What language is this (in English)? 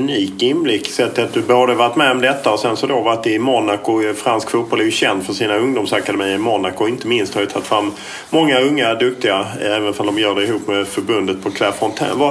Swedish